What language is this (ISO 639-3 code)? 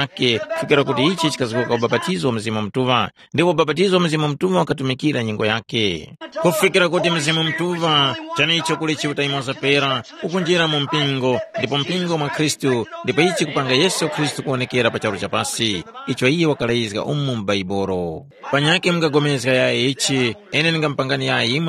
tum